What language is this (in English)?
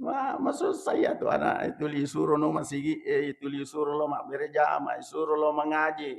Buginese